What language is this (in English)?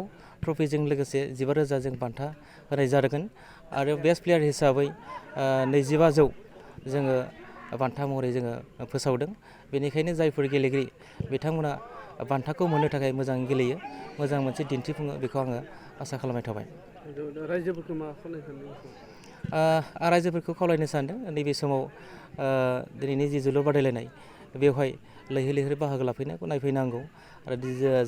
Bodo